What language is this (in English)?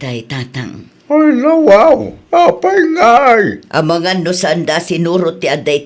Iloko